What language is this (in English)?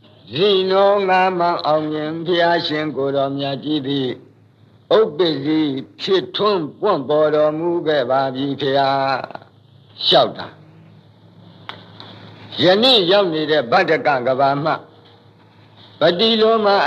Burmese